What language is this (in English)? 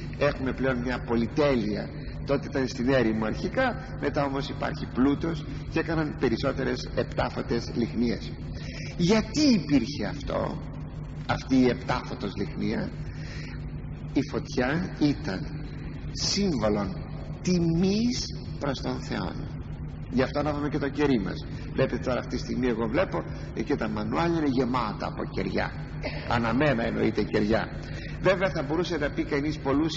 Greek